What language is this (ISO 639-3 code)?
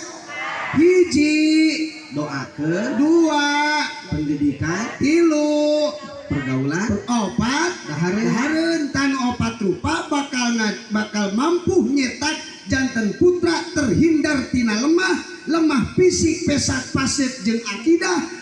sun